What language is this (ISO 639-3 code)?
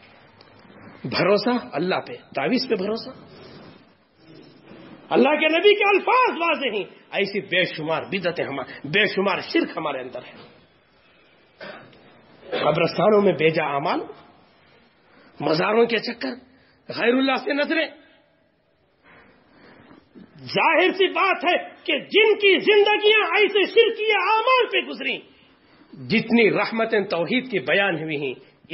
urd